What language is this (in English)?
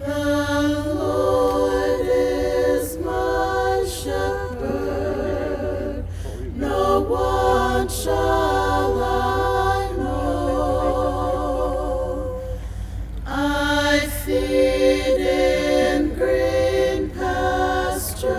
Tongan